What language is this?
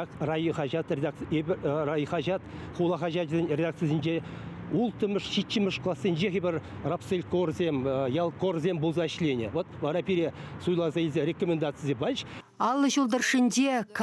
Chuvash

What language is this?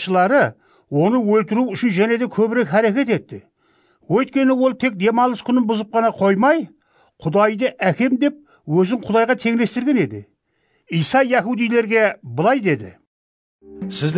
Kara-Kalpak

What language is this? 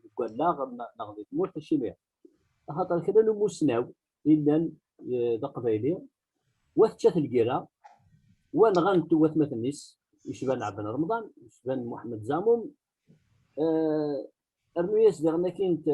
Kabyle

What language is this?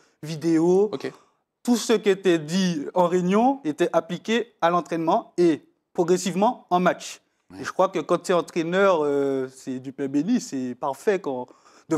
French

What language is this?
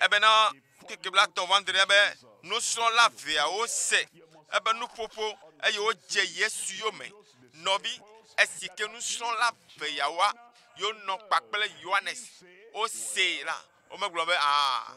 Ewe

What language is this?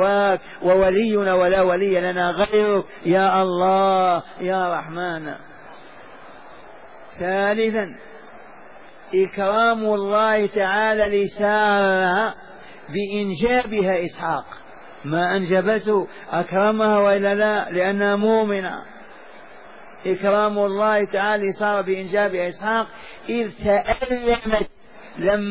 Arabic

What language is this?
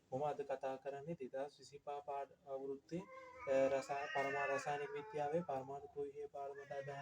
Sinhala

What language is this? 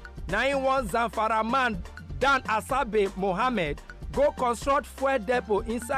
Nigerian Pidgin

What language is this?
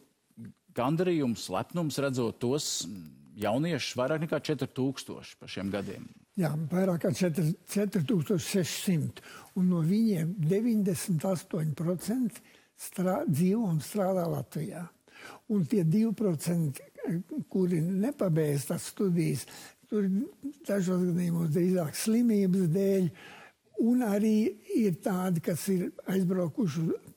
Latvian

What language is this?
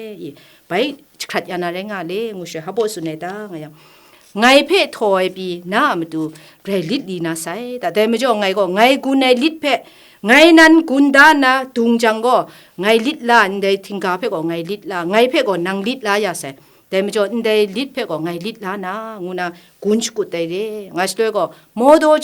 Kachin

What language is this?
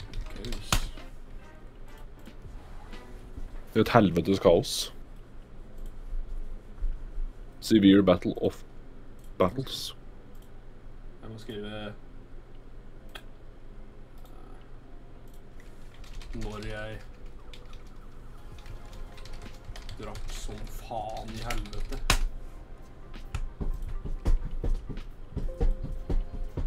Norwegian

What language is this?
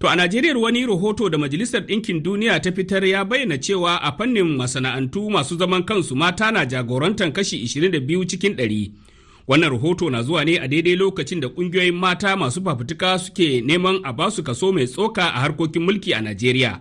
Hausa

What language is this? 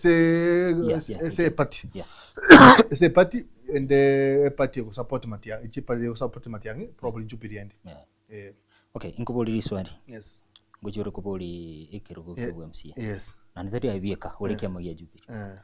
Gusii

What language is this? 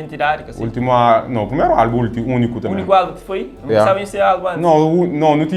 Kabuverdianu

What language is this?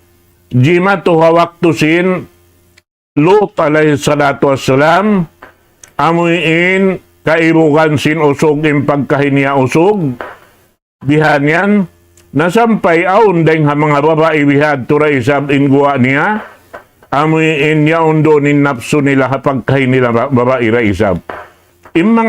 Tausug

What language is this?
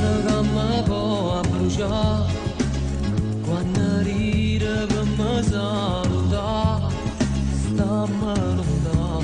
Neapolitan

